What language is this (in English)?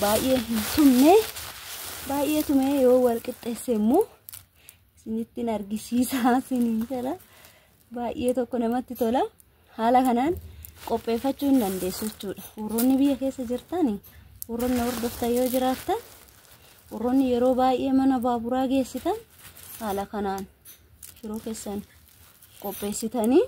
Oromo